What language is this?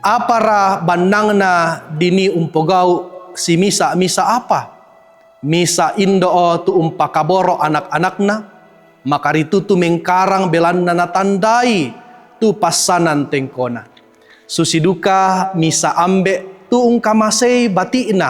Toraja-Sa'dan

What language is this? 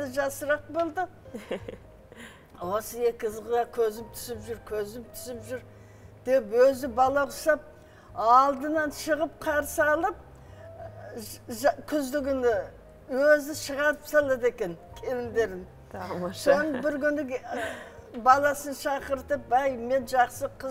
Kazakh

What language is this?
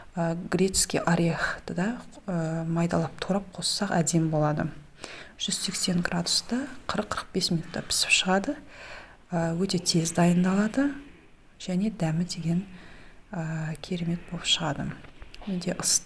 Kazakh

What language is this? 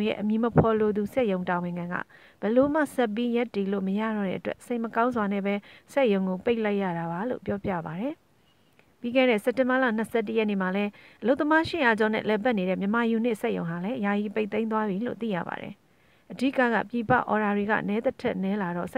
Burmese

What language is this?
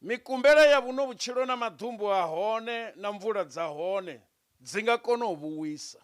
Venda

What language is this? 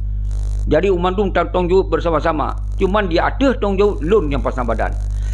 Achinese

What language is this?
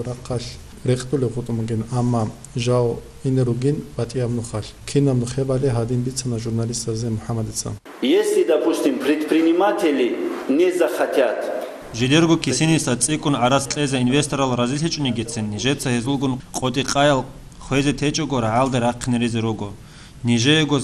Avaric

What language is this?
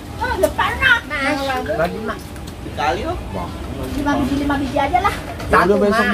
Betawi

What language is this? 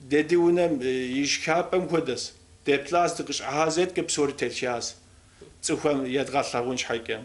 Kabardian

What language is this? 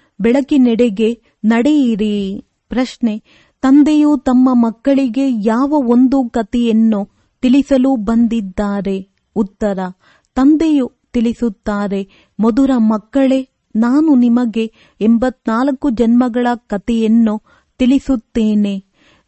Kannada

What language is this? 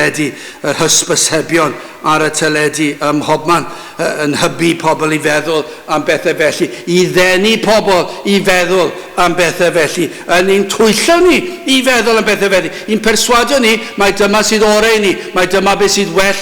Welsh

